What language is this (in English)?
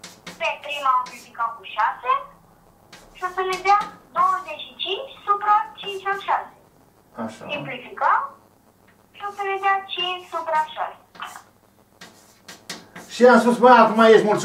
Romanian